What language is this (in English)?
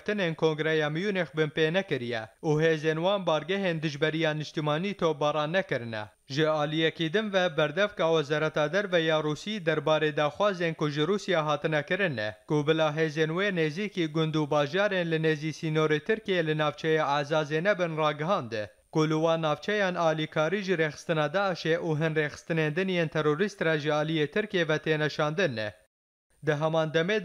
Kurdish